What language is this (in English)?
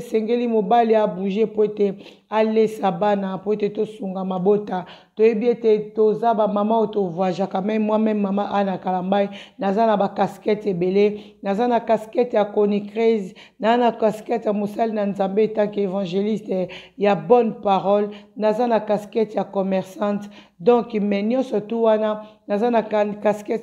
Lingala